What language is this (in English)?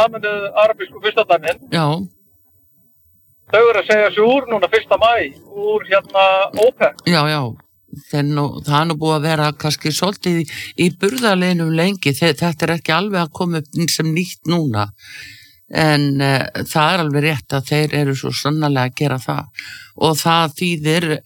Icelandic